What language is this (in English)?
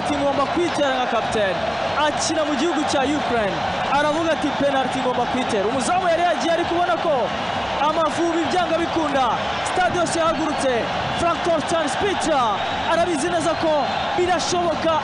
Kinyarwanda